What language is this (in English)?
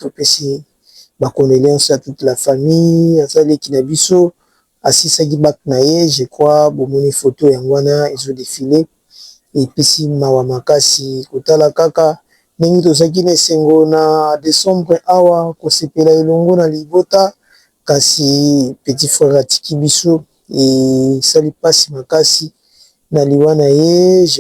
Lingala